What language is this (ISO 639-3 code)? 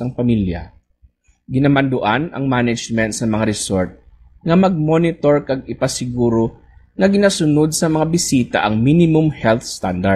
hil